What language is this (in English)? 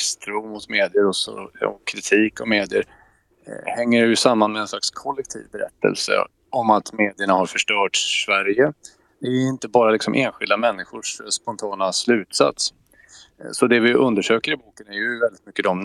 Swedish